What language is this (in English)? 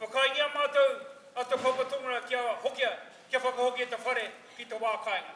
Māori